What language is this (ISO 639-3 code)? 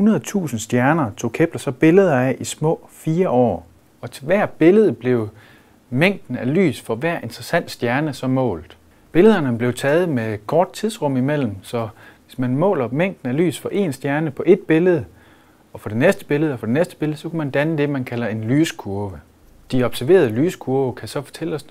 dan